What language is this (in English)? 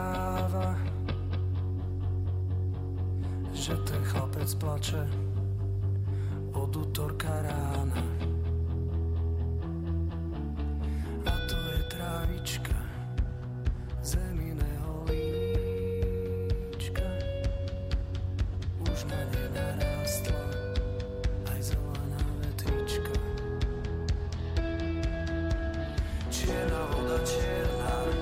Slovak